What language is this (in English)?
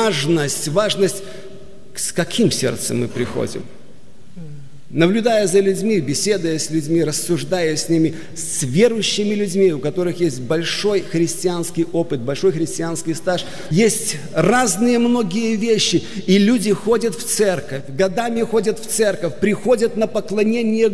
Russian